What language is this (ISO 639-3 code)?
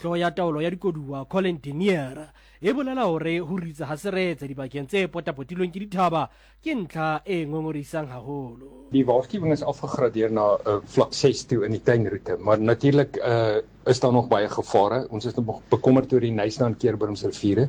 sot